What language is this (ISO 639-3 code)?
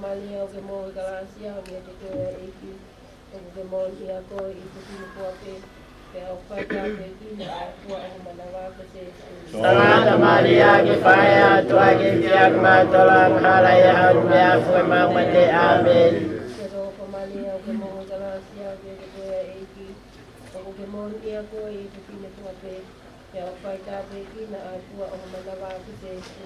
ton